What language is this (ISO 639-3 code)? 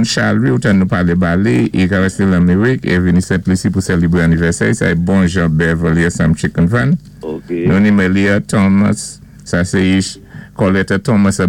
acf